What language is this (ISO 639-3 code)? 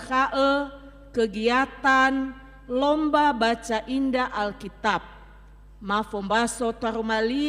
nia